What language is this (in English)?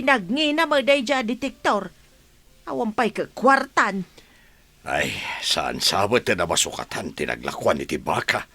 Iloko